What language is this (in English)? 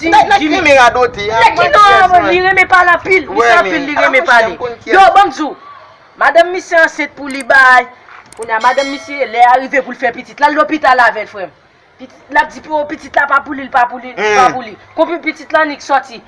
Haitian Creole